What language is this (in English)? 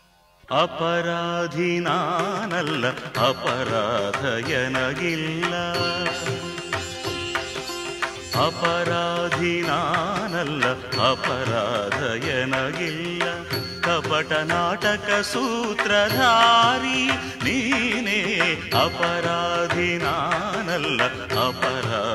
Kannada